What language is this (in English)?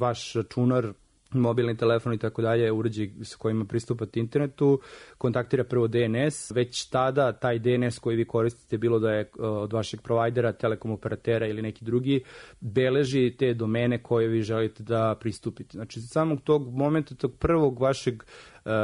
Serbian